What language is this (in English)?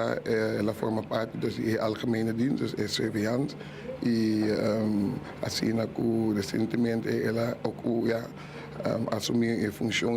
Papiamento